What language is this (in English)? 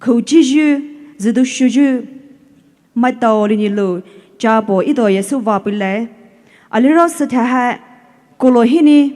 Poumei Naga